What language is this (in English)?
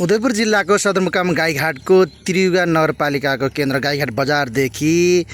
Nepali